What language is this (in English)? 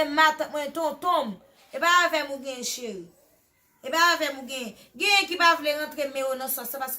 Haitian Creole